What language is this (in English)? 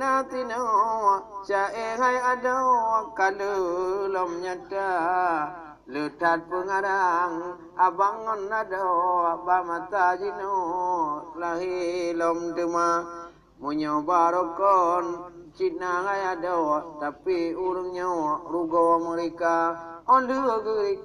Achinese